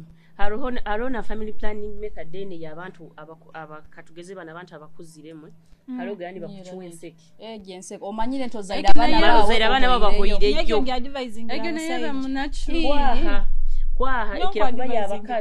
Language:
Nyoro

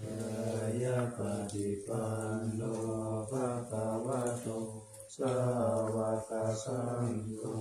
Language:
Pali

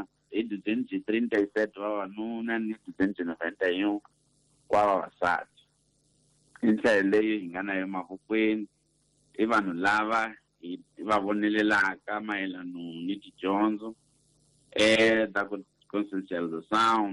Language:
Tsonga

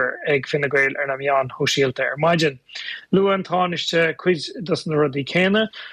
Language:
Irish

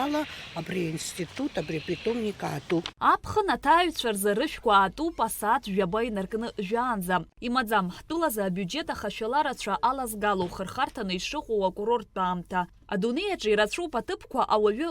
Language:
Abkhazian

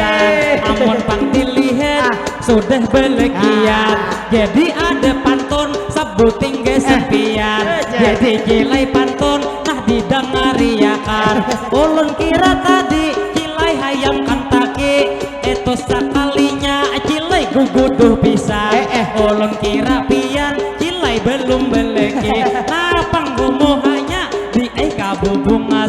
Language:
Banjar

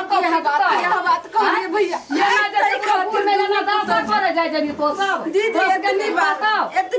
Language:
Maithili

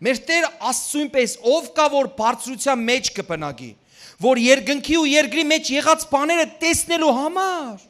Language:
Western Armenian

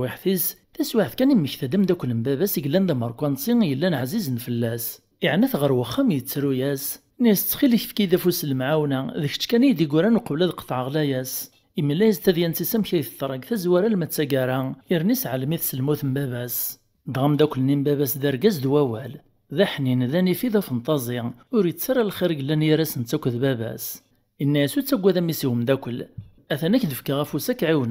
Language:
Kabyle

